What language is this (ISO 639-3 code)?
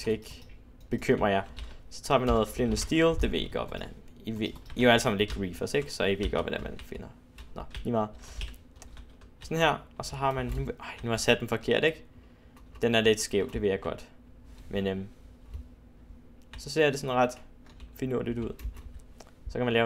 dan